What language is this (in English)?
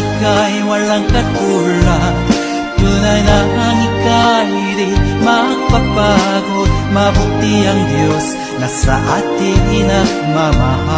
Filipino